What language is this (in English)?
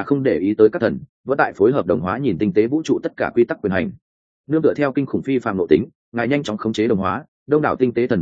Vietnamese